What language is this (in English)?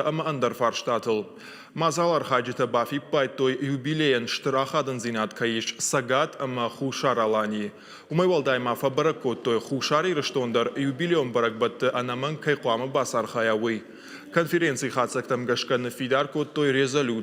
Ossetic